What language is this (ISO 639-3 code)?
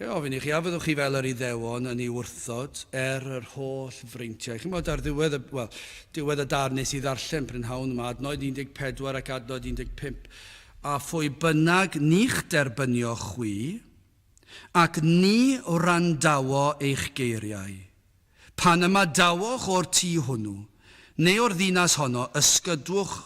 cym